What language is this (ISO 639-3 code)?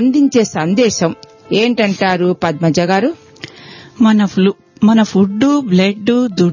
tel